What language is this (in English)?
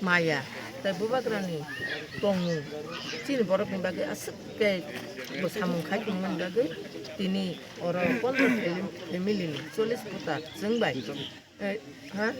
Kok Borok